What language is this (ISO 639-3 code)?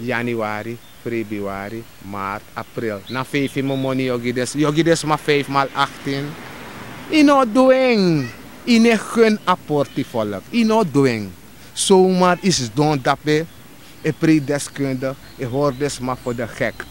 srn